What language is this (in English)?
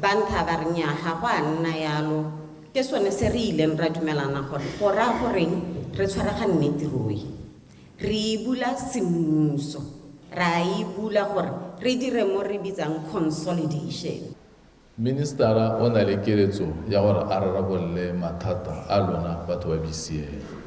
Tswana